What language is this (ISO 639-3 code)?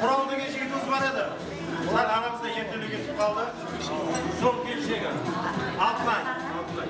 kaa